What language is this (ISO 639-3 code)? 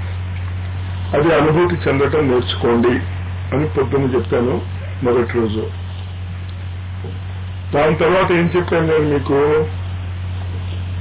tel